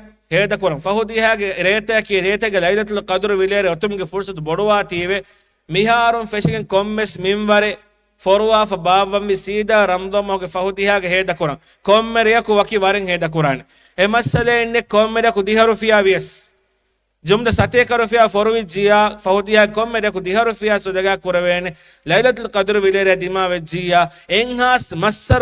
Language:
Divehi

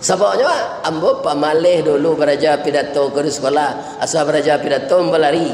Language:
Minangkabau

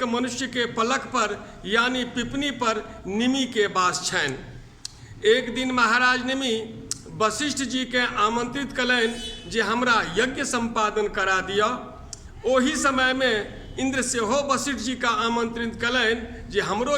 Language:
Maithili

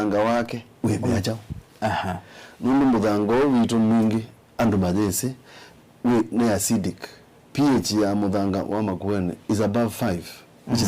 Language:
Kamba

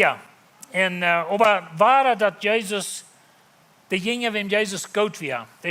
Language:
Plautdietsch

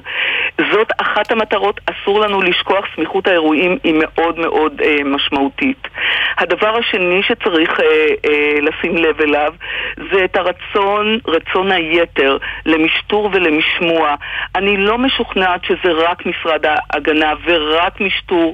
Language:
Hebrew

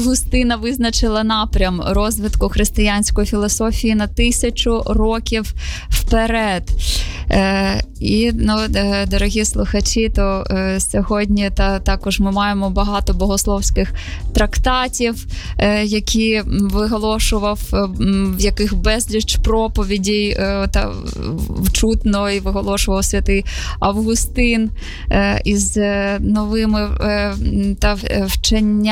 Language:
Ukrainian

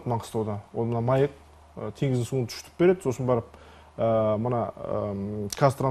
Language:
Kazakh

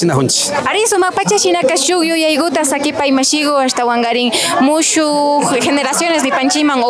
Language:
Imbabura Highland Quichua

